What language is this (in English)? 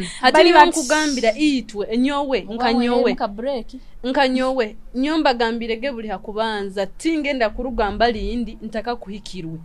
Nyoro